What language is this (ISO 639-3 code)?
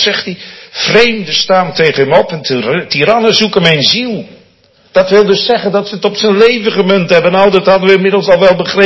nld